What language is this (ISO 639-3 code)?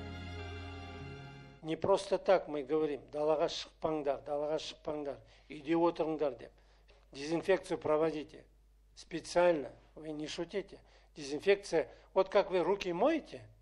kaz